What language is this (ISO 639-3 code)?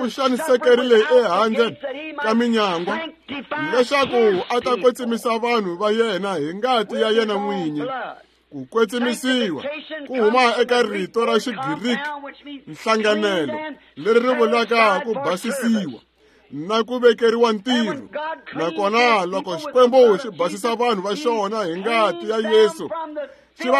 tso